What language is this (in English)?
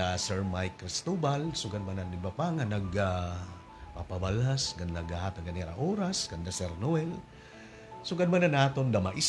Waray